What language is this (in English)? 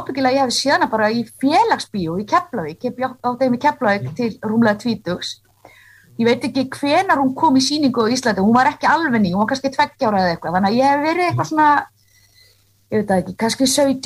Icelandic